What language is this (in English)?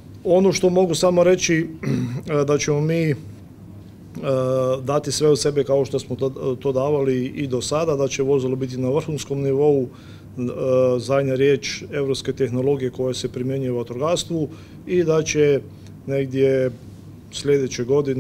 Croatian